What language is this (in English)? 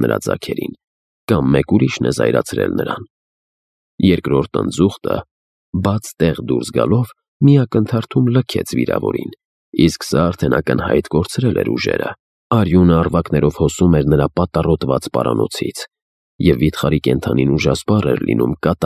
Armenian